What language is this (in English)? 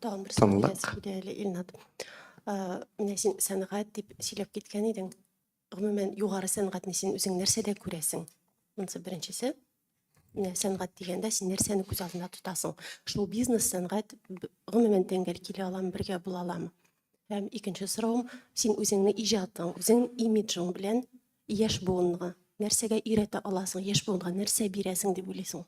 Tatar